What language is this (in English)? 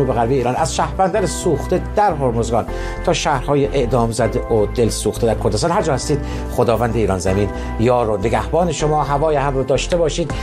Persian